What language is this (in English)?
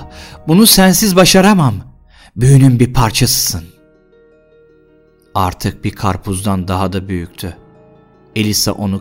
Turkish